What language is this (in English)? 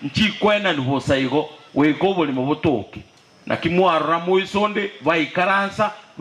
Gusii